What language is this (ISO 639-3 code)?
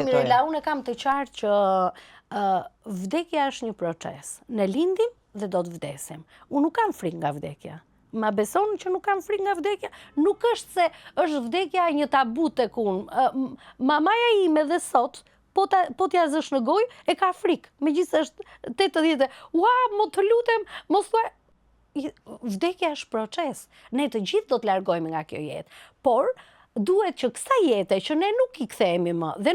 sqi